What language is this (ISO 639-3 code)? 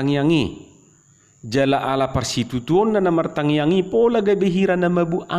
bbc